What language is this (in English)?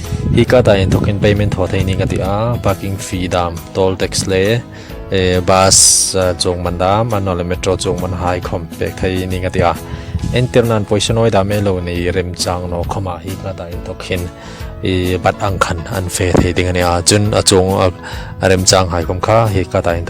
Hmar